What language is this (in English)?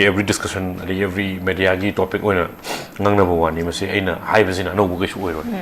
Manipuri